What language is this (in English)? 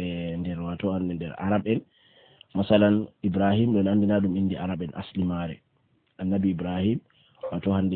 Fula